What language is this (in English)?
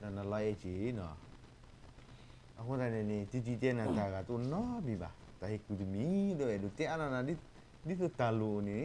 S'gaw Karen